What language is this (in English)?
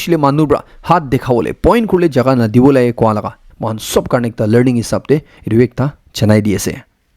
Naga Pidgin